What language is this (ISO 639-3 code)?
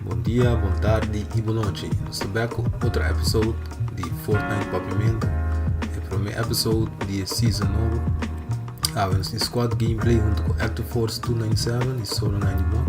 pap